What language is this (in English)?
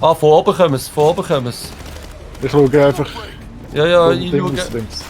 Swiss German